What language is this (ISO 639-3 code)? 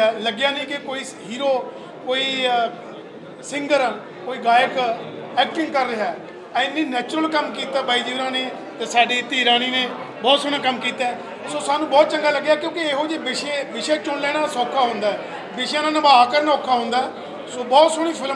pan